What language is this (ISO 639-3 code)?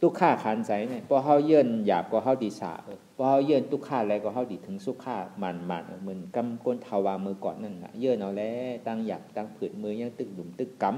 shn